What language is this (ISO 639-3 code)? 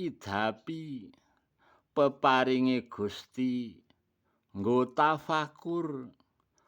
jav